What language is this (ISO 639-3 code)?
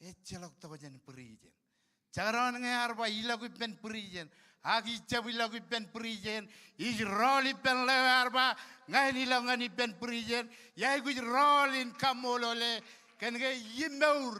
mah